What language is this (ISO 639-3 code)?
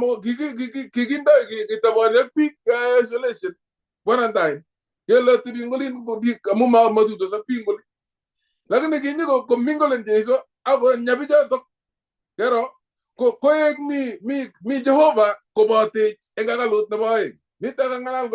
kln